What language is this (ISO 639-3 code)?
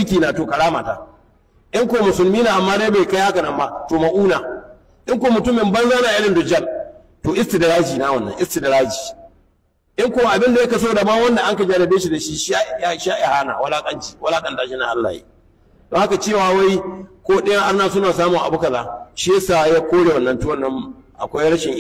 hau